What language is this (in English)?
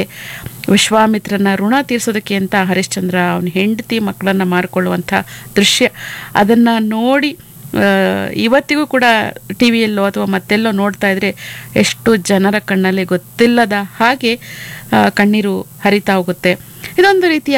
Kannada